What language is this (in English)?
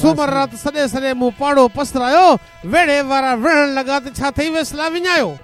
Sindhi